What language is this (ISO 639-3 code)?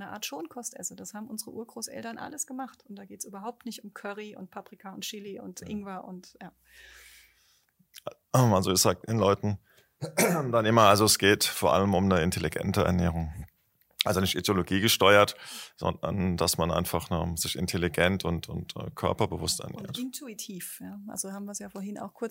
deu